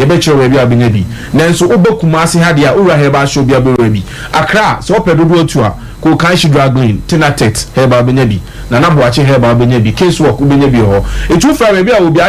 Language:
Akan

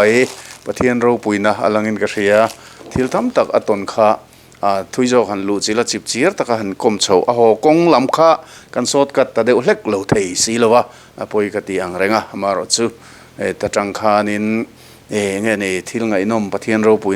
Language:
Mizo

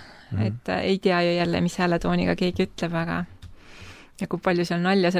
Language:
Estonian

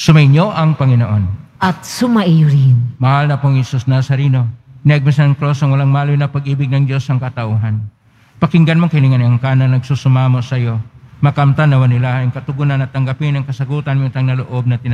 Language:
Filipino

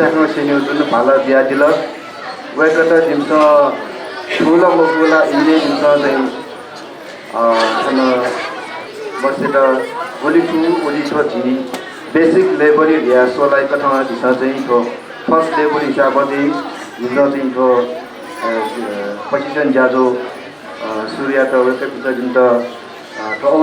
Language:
Newari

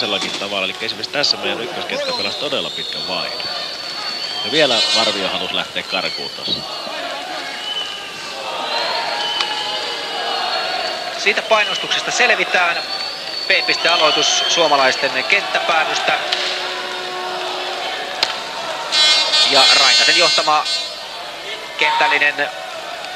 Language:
Finnish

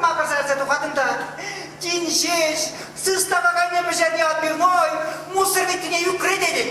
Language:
Chuvash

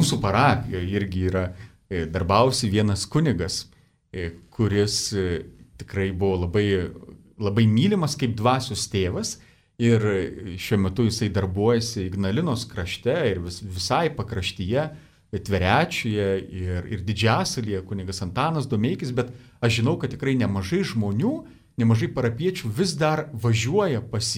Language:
Lithuanian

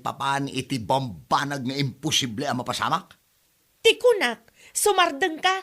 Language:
Iloko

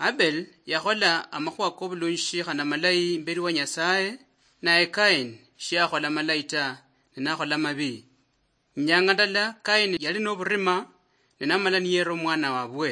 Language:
Luyia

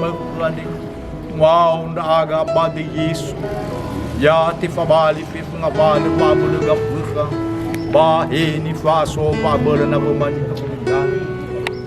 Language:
Nias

